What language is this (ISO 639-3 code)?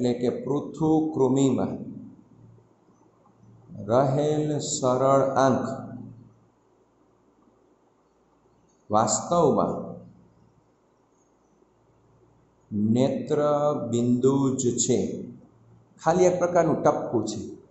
guj